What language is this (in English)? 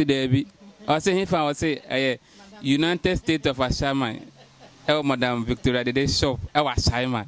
Akan